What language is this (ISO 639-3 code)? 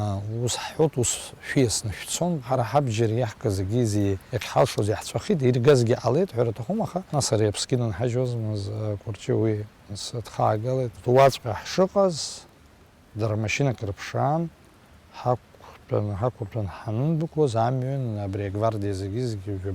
abk